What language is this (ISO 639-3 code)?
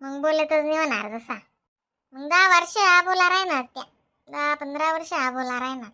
khn